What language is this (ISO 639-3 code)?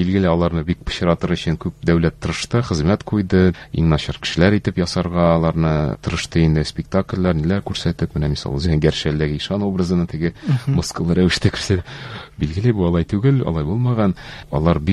tat